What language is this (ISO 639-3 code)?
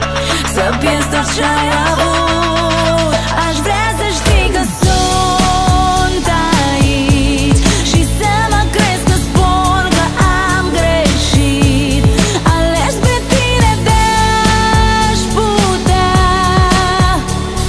ron